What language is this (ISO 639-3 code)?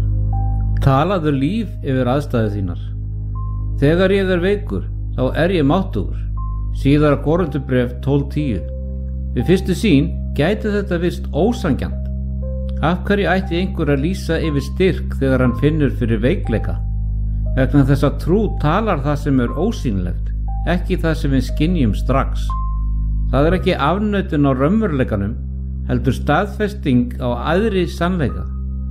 isl